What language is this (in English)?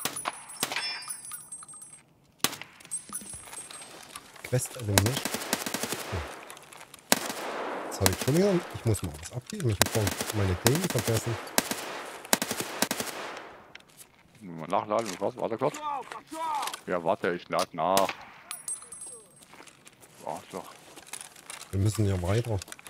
German